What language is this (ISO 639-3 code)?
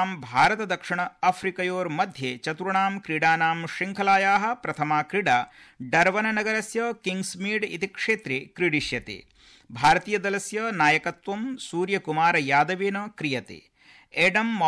san